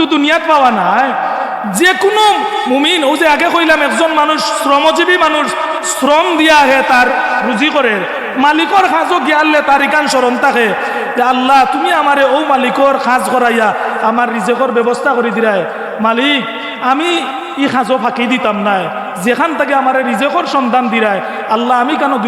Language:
Sylheti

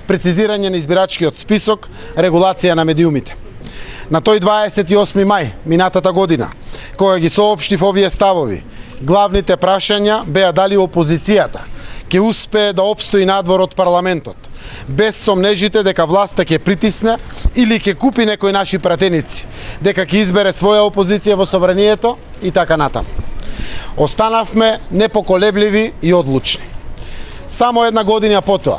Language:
Macedonian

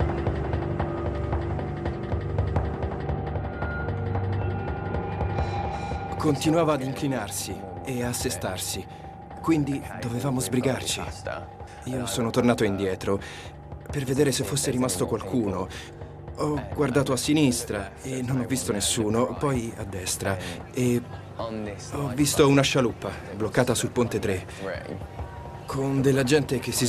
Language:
Italian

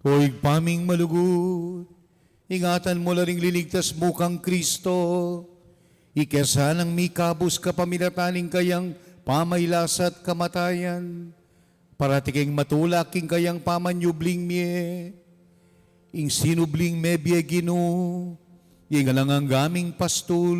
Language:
Pampanga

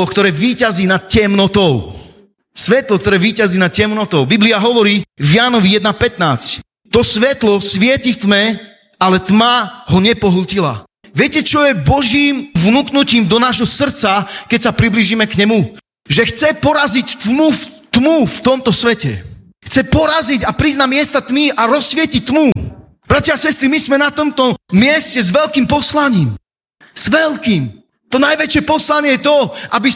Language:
Slovak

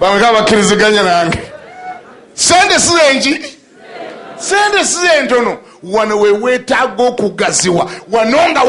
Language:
Ganda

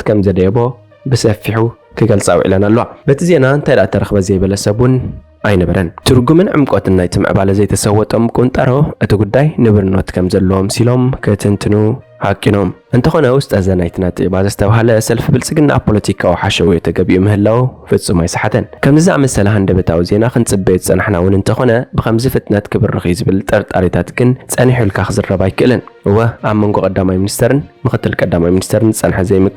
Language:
Tigrinya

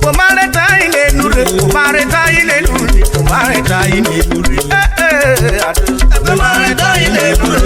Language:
Urhobo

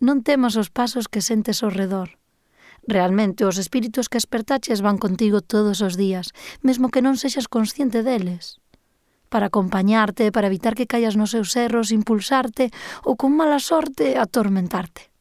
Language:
Galician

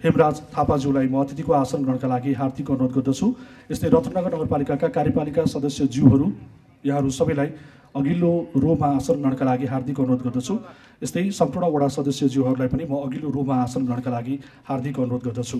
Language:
Nepali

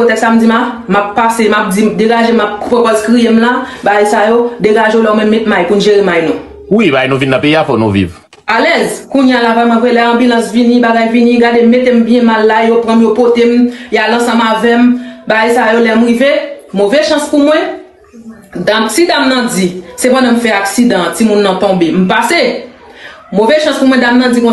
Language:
Haitian Creole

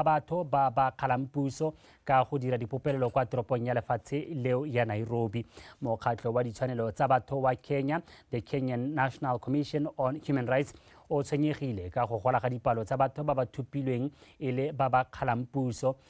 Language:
Tswana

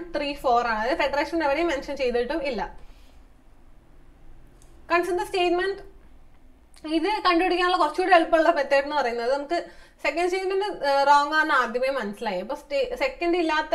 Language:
Malayalam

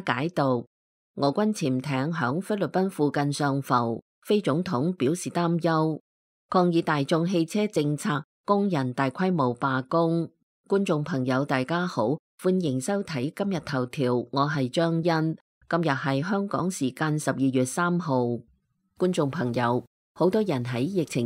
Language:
Cantonese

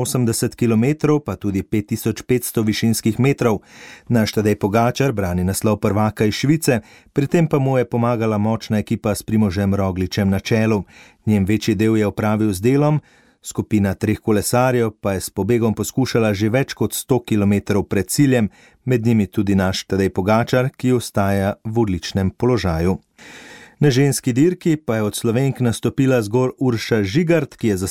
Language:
Slovenian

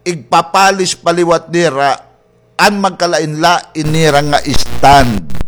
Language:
Waray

